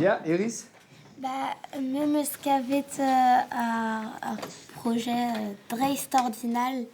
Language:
Breton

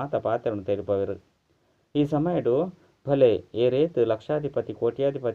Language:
Tulu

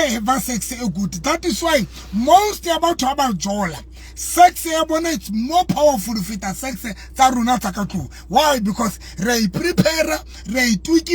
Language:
Southern Sotho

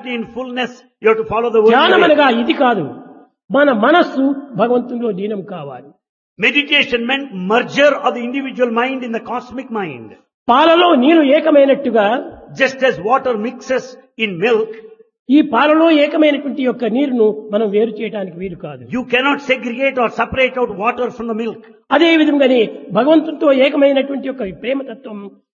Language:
Telugu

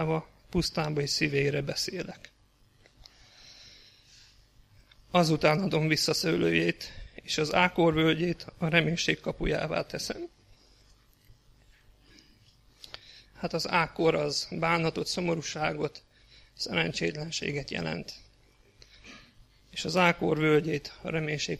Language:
Hungarian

